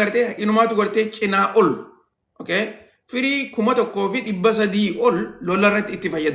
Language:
Oromo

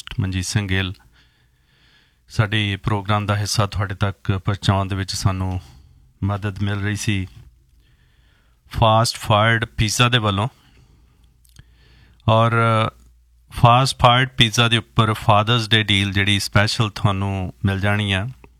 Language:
Punjabi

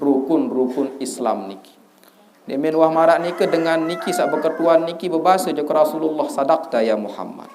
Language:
Sasak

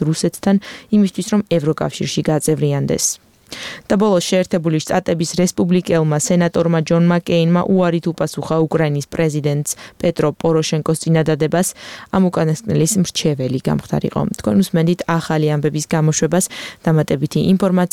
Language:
Georgian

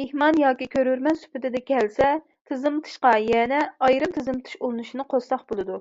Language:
Uyghur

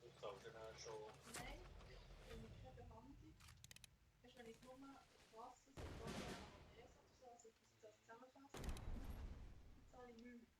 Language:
Swiss German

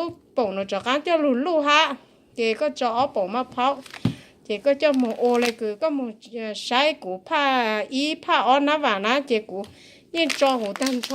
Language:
Hmong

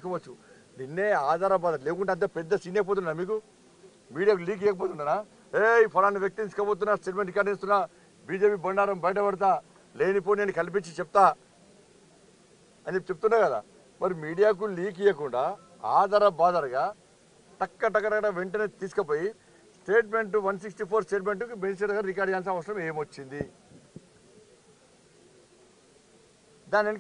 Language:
Telugu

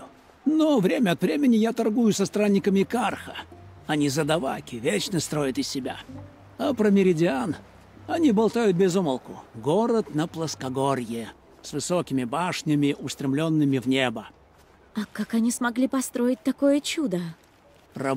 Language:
Russian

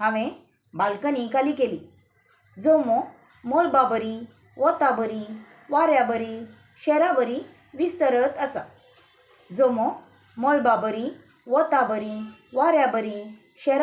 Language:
Konkani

